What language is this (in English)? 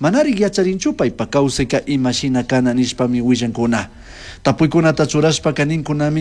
Chimborazo Highland Quichua